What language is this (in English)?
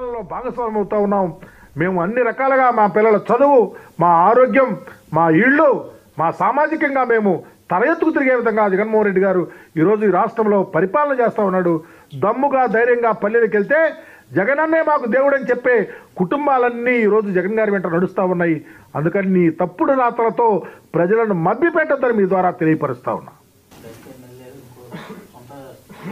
Telugu